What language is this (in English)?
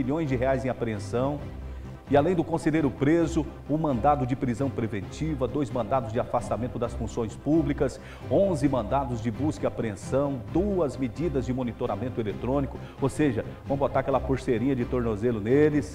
Portuguese